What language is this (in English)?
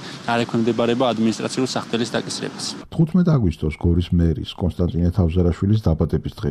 Georgian